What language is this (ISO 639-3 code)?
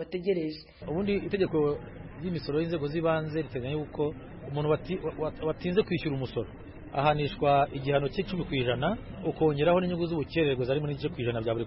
kin